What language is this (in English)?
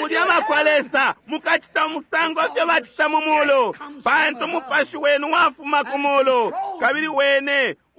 Bemba